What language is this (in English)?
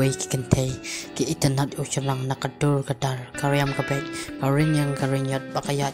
Khasi